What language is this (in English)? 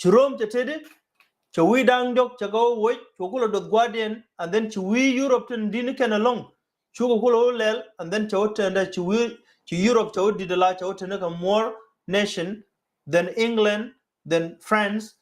Nuer